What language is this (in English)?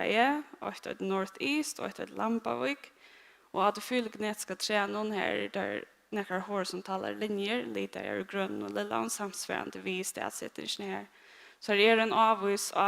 Faroese